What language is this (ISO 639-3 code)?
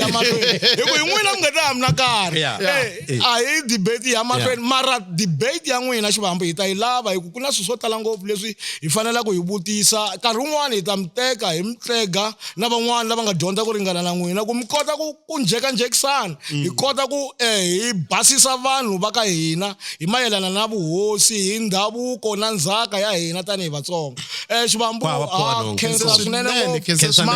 tso